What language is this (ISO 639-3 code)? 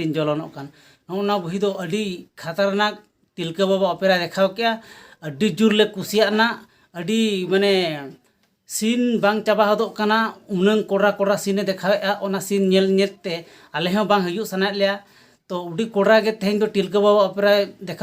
sat